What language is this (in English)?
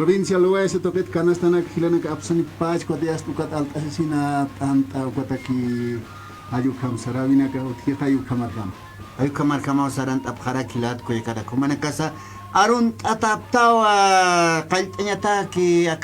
Aymara